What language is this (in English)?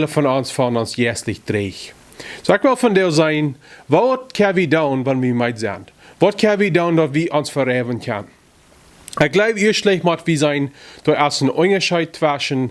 Plautdietsch